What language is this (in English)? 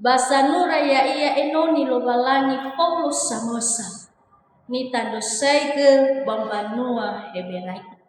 Nias